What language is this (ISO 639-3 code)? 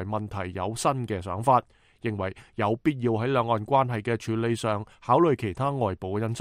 yue